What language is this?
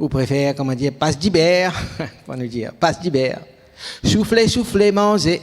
Morisyen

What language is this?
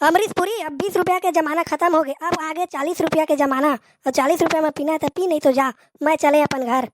Chhattisgarhi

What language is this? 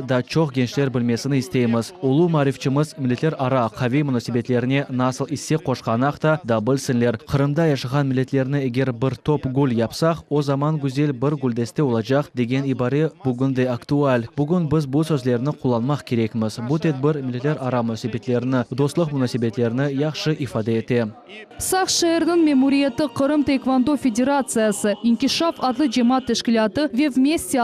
Crimean Tatar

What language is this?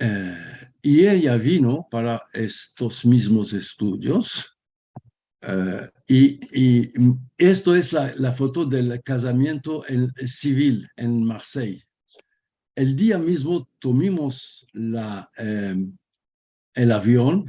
Ladino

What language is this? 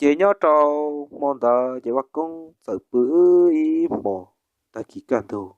Hmong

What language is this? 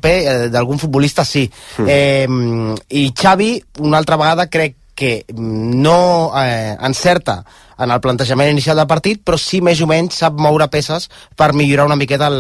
Catalan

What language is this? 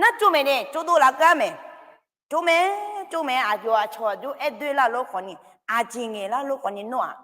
Akha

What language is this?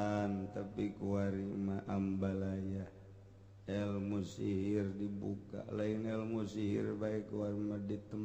Sundanese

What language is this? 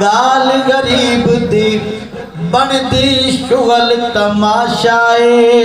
Saraiki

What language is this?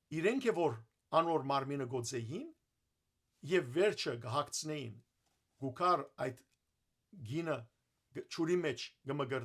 Western Armenian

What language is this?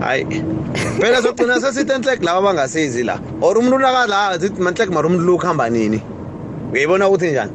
South Ndebele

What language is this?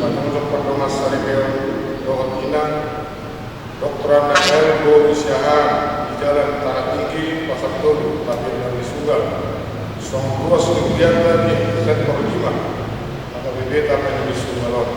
Batak Toba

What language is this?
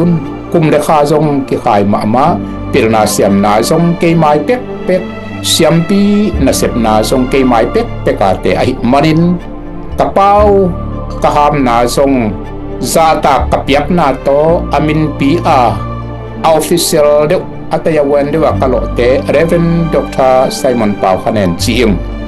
Tedim Chin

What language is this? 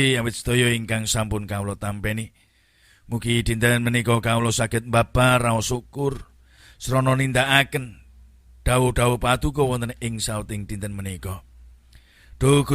Javanese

